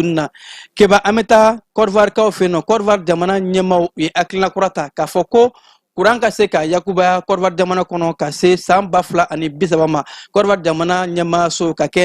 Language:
Bambara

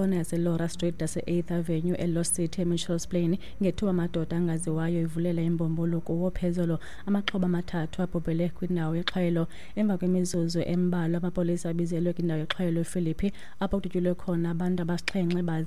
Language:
Xhosa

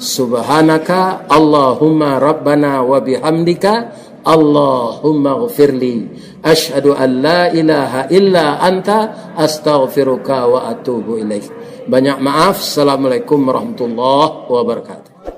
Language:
Minangkabau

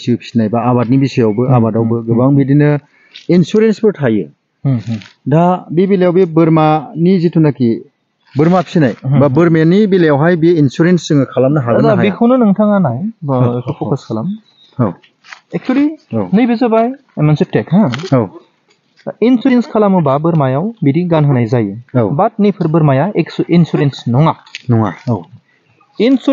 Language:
Bodo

